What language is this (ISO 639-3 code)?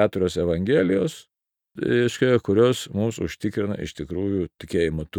lit